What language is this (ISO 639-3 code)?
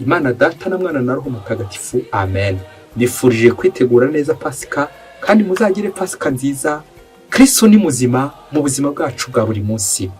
kin